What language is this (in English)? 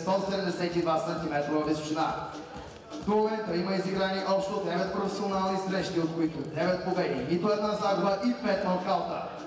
Bulgarian